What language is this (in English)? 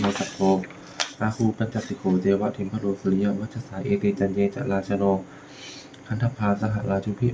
Pali